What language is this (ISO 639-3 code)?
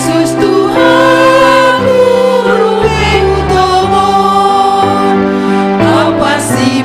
bts